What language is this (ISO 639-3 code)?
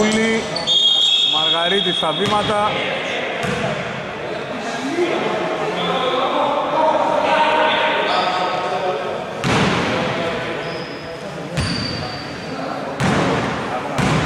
ell